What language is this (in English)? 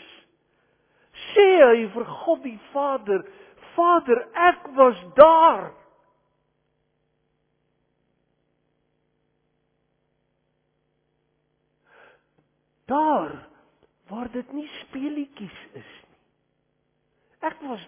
Afrikaans